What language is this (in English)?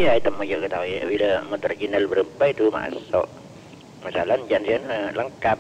Madurese